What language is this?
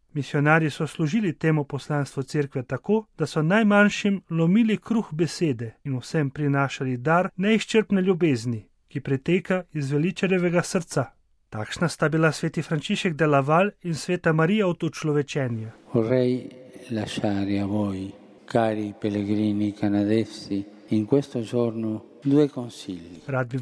Slovenian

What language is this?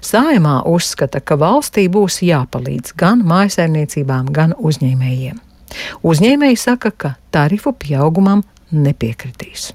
Latvian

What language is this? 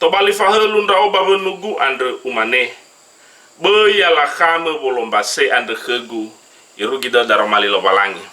Nias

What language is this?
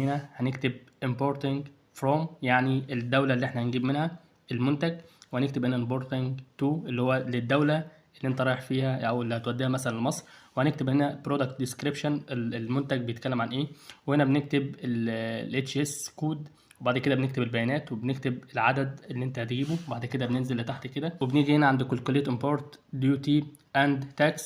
Egyptian Arabic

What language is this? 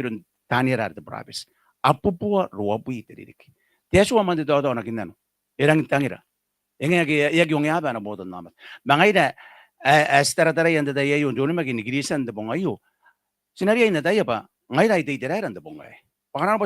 Gilbertese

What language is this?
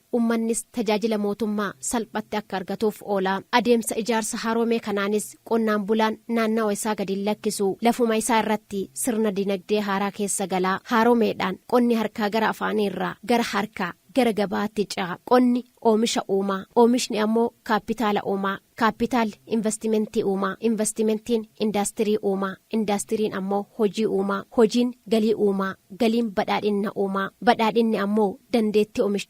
Oromo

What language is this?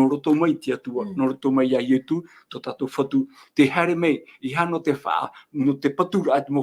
Tahitian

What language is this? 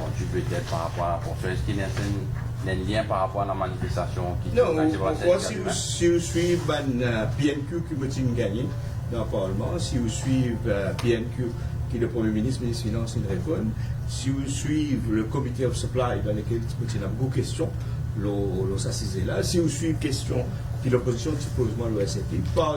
Morisyen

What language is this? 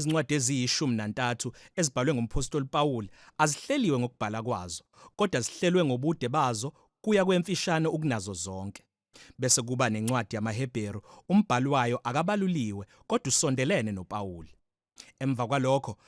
Zulu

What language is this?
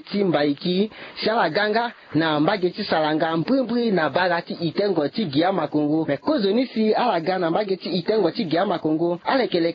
Sango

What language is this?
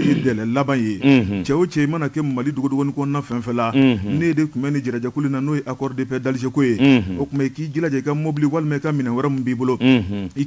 Bambara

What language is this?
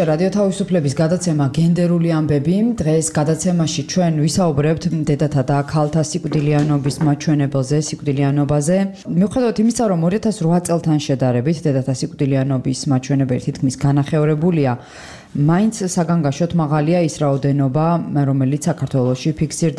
Georgian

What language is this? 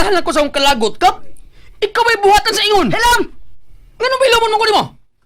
Cebuano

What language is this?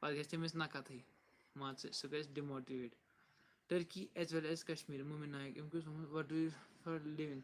Kashmiri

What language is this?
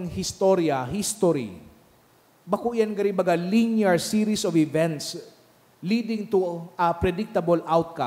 Bikol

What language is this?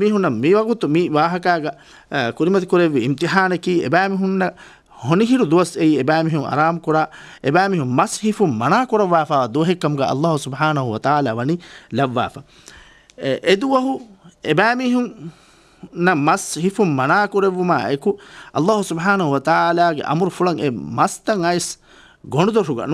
Divehi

